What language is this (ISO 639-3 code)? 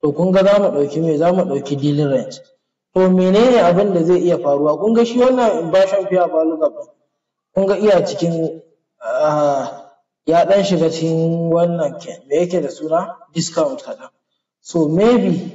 hau